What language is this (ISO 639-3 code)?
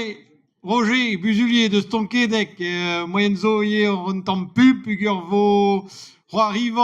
bre